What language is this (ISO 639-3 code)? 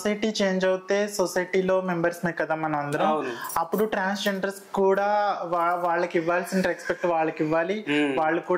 tel